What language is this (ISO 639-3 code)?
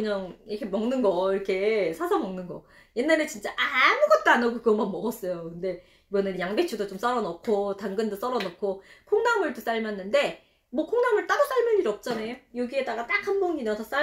kor